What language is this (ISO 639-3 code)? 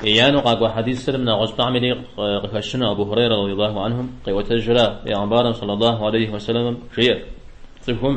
kbd